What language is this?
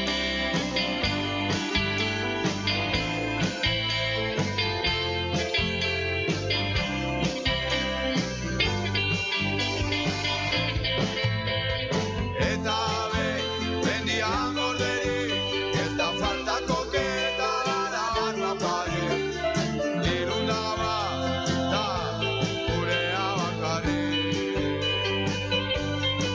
Basque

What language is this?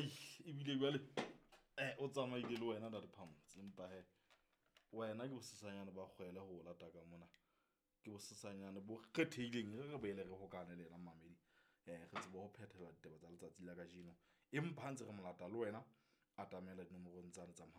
Southern Sotho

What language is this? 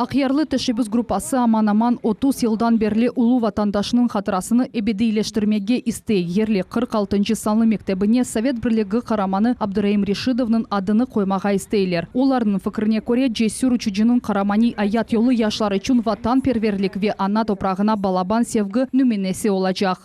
Crimean Tatar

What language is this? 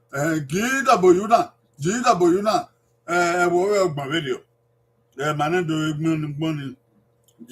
Bini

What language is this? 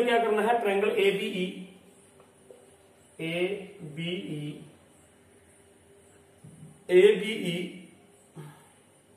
Hindi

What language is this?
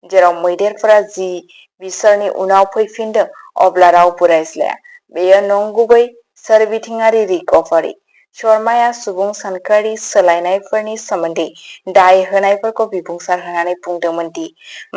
Bodo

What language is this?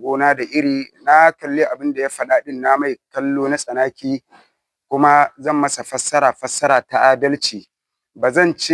Hausa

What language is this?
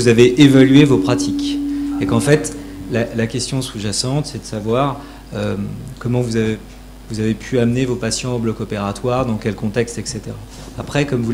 French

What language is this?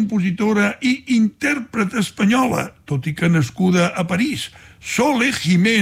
Catalan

